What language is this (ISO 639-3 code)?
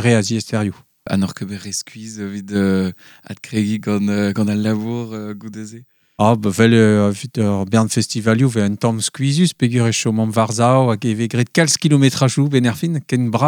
bre